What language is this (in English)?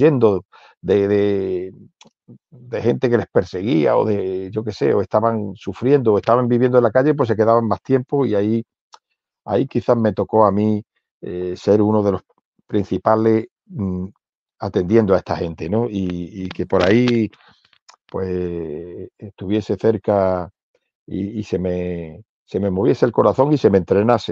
Spanish